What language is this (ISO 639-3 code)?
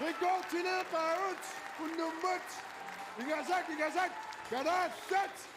kal